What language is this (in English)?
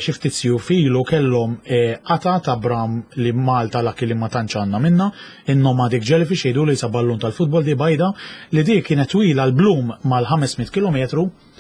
Maltese